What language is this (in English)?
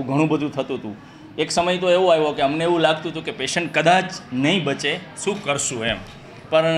Gujarati